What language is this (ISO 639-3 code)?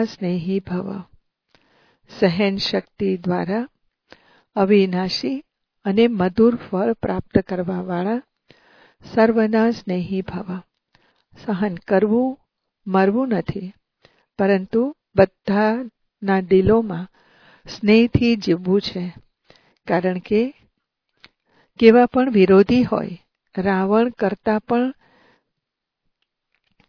guj